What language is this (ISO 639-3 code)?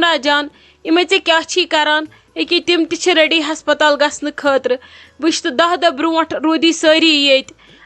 kas